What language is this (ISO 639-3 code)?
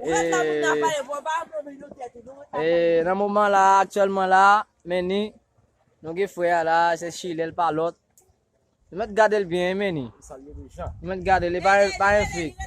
hat